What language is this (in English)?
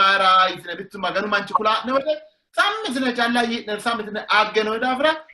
Sidamo